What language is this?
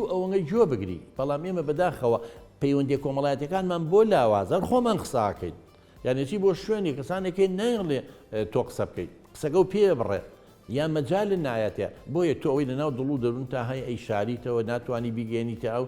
Central Kurdish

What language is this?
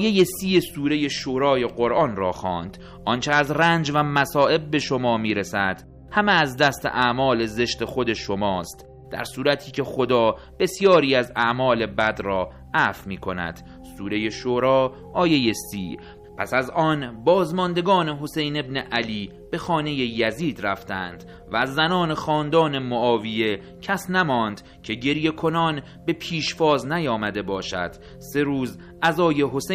Persian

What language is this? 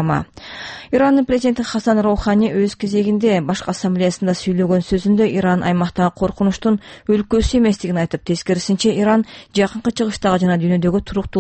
Kyrgyz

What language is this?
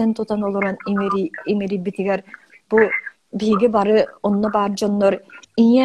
Yakut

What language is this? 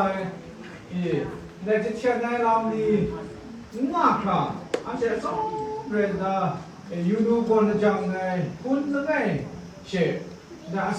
Kachin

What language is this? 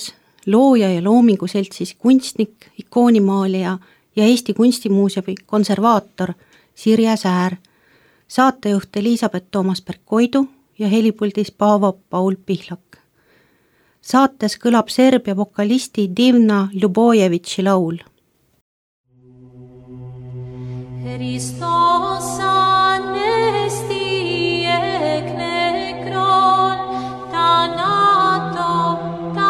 Estonian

